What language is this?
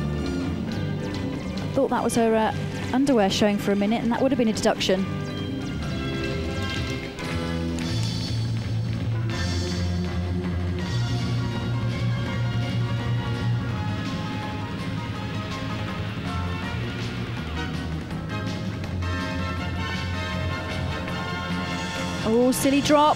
English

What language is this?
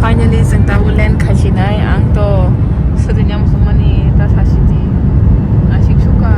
Kok Borok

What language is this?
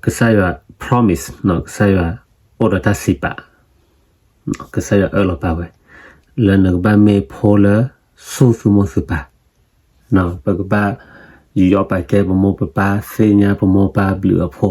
S'gaw Karen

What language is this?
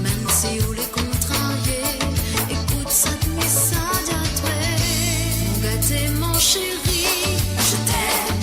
Morisyen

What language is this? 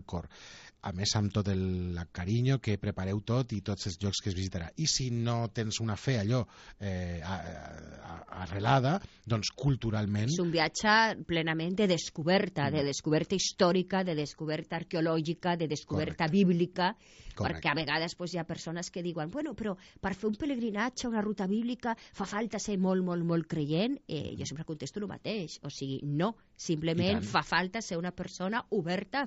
Catalan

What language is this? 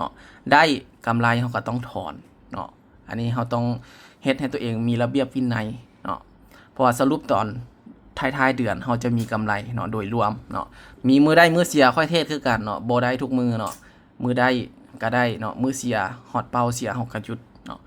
Lao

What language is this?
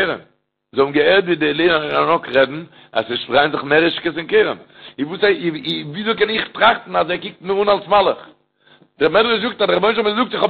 Yiddish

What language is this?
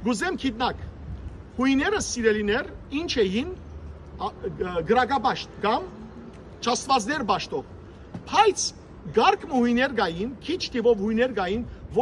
Western Armenian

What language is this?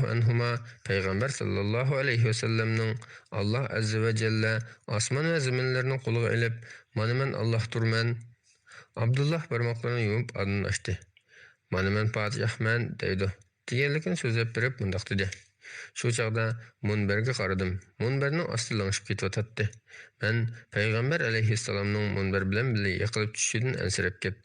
Uyghur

